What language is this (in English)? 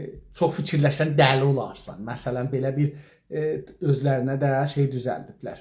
South Azerbaijani